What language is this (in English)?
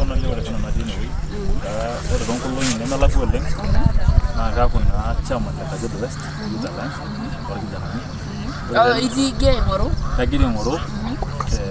Masai